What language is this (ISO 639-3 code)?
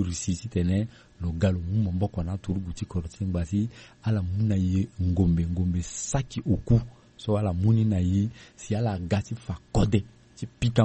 sag